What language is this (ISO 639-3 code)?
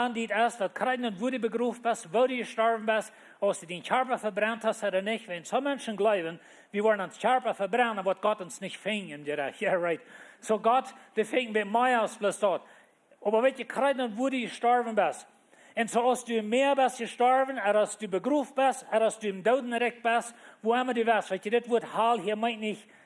pdt